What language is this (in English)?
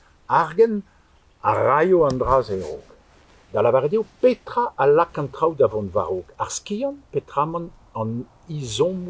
Breton